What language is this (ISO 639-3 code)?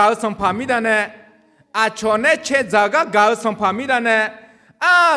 ahk